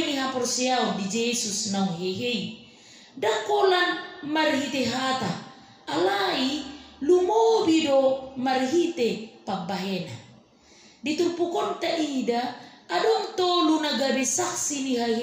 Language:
Batak Toba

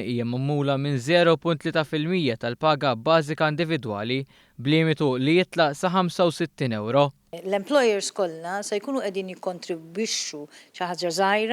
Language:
Maltese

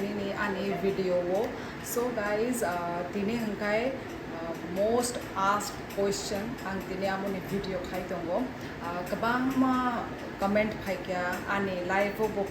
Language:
Kok Borok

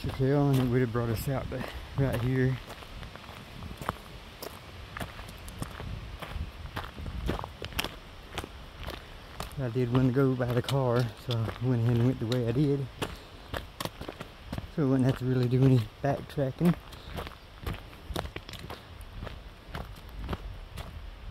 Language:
English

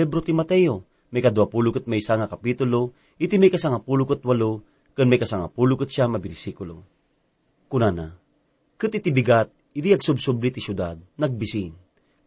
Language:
Iloko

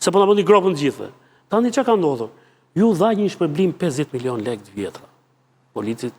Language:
Albanian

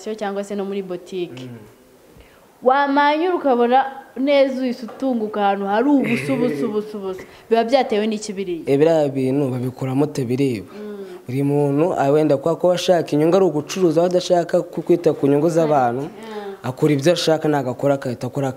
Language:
Kinyarwanda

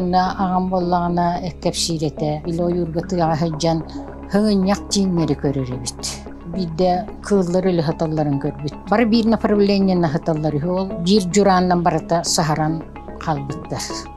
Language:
Yakut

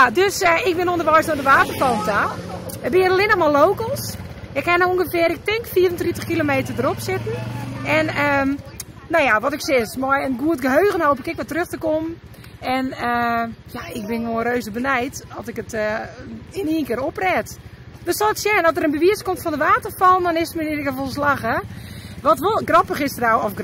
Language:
Western Frisian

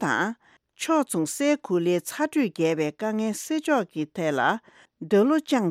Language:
Tibetan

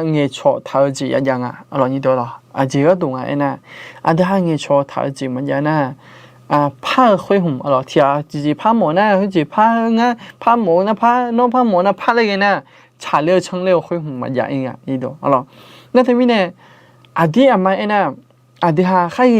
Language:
Akha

